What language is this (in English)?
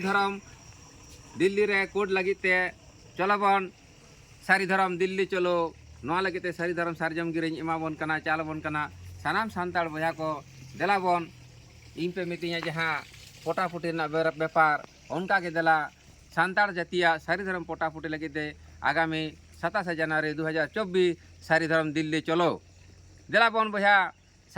Santali